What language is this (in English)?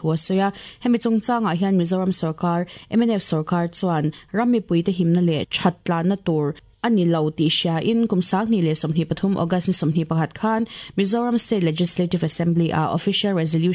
Mizo